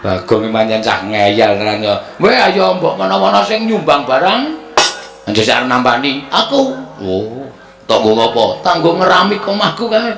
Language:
Javanese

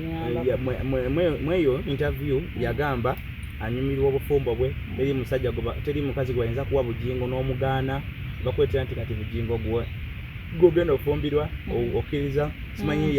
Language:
Ganda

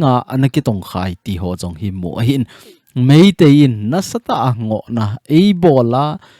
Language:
Thado Chin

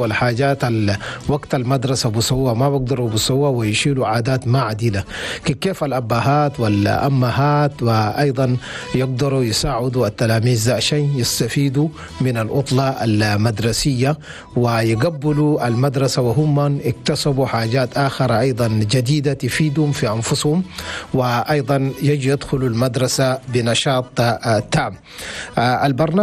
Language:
Chadian Arabic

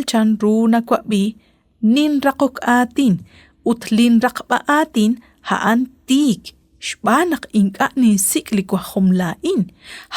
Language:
Kekchí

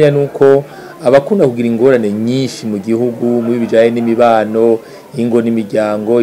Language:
Rundi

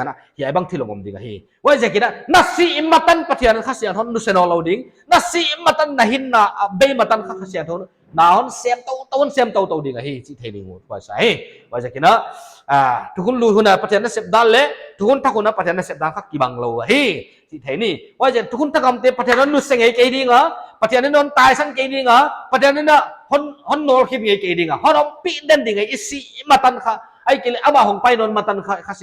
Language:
Paite Chin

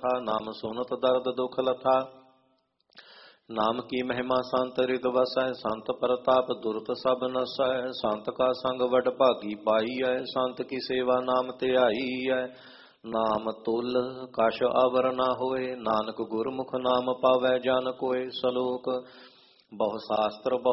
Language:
Punjabi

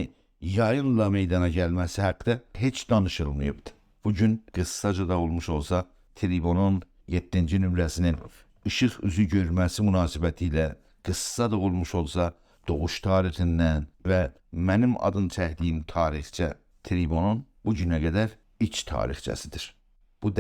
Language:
South Azerbaijani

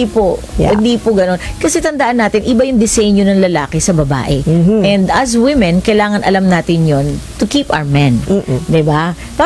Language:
Filipino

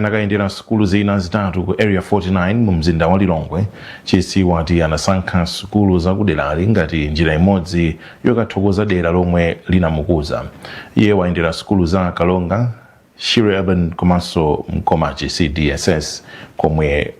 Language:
Nyanja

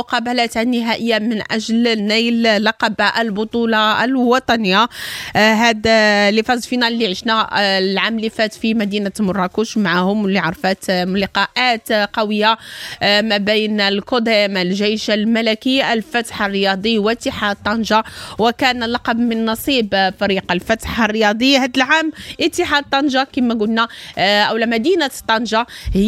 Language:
Moroccan Arabic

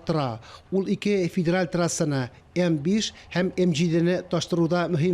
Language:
Tatar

